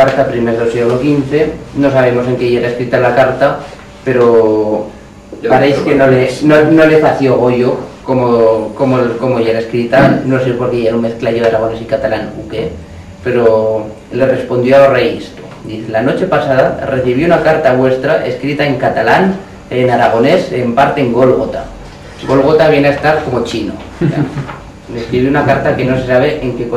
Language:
Aragonese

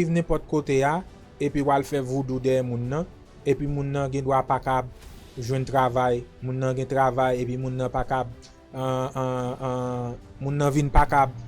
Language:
Haitian Creole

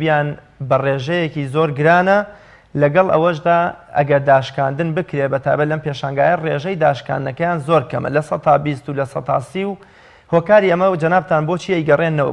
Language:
Central Kurdish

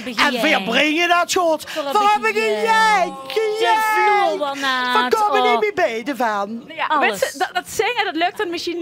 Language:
Limburgish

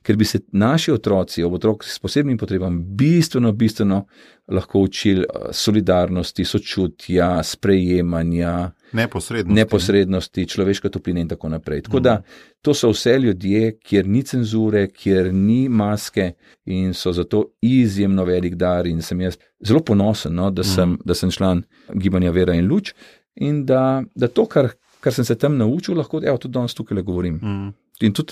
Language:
Slovenian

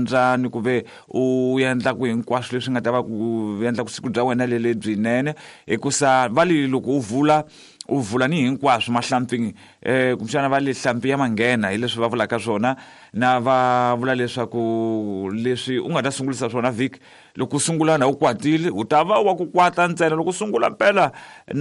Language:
Tsonga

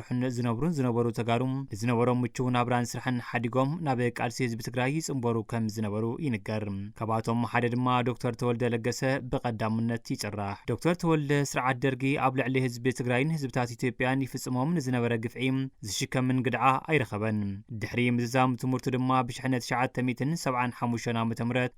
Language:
Tigrinya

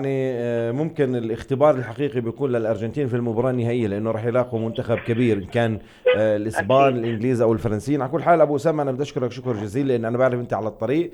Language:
North Levantine Arabic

